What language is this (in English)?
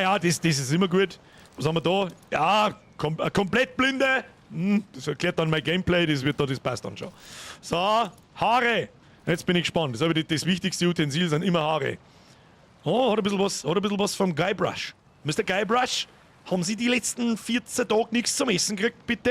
Bavarian